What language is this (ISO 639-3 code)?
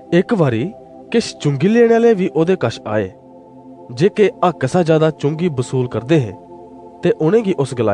doi